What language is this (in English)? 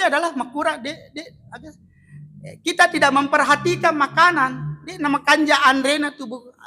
Buginese